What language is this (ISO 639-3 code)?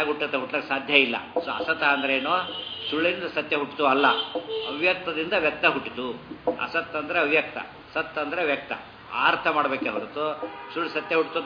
kan